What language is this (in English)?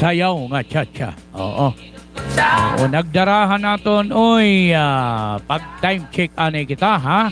Waray